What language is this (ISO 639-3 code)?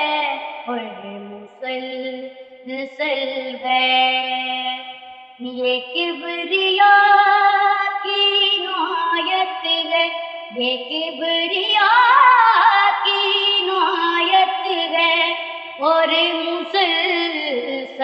urd